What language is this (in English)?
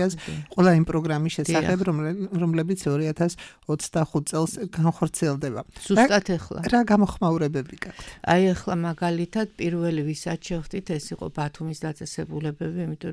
Georgian